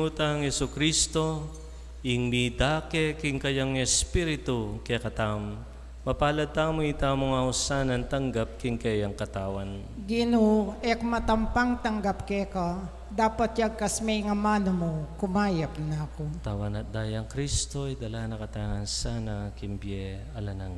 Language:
Pampanga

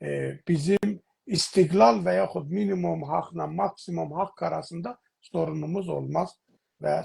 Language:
South Azerbaijani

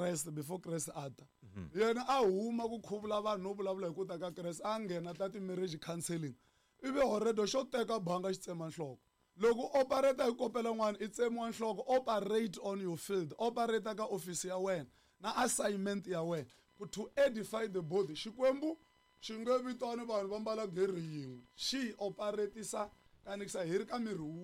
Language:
Tsonga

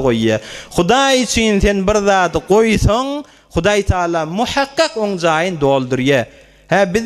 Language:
Turkmen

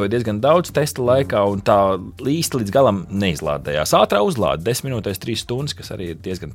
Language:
Latvian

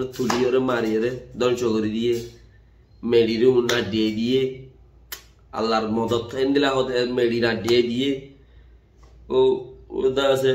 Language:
Rohingya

